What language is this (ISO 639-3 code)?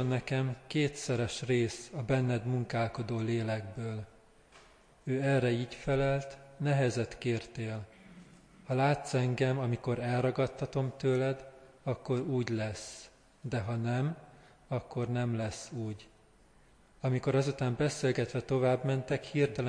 hun